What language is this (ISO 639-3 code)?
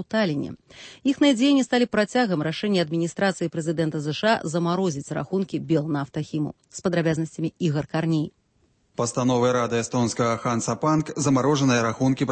bel